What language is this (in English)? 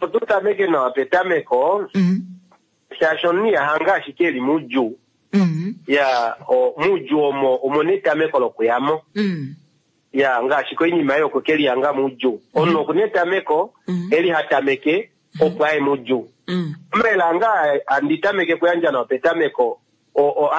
Kuanyama